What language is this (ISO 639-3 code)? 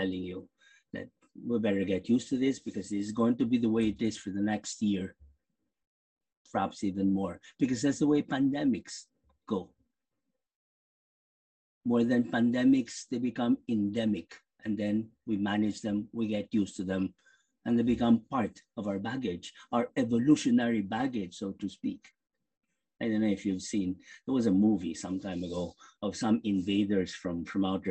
eng